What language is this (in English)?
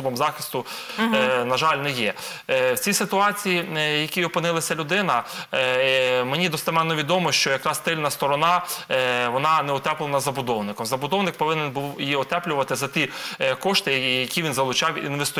Ukrainian